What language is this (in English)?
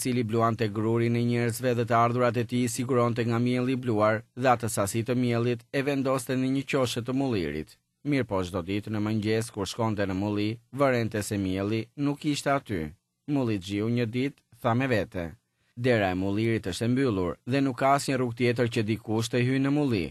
Albanian